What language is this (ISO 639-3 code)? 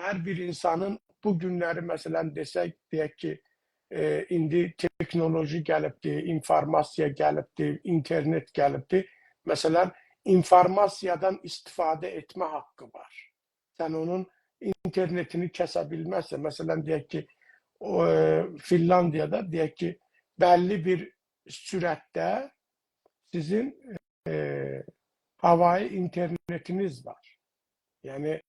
azb